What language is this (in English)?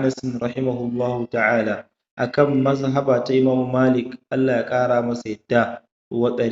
Hausa